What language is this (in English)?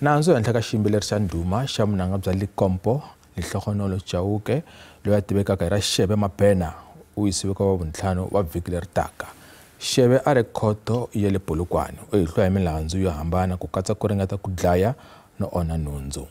Tsonga